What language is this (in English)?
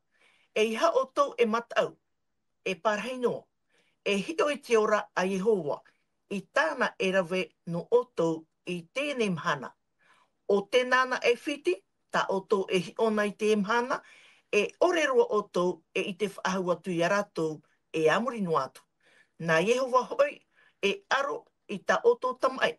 Tahitian